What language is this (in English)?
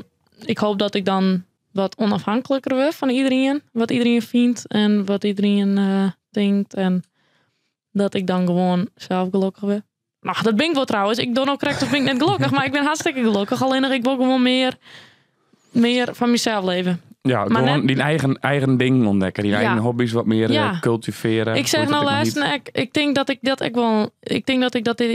Western Frisian